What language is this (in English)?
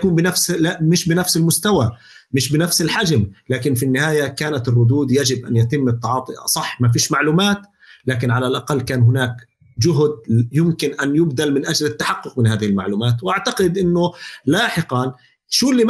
North Levantine Arabic